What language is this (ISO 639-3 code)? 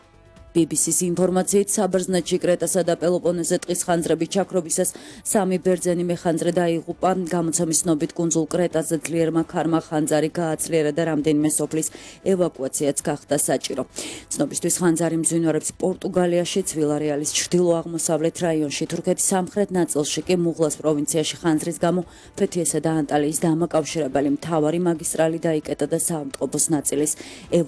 kat